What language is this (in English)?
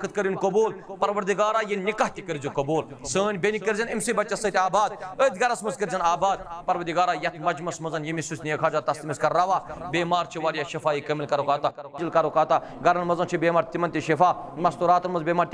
Kashmiri